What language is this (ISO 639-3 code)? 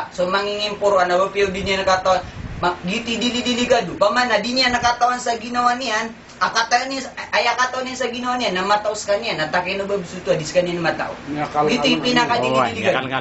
mrw